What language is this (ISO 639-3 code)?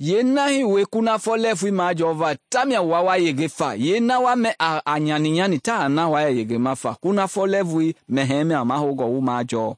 men